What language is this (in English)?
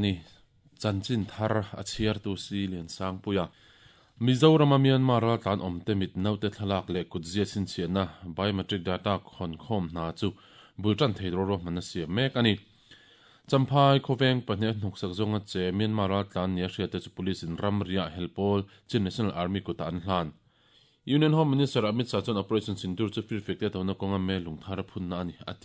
Mizo